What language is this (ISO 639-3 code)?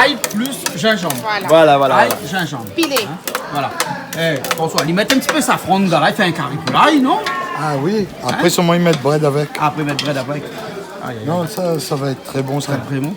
rcf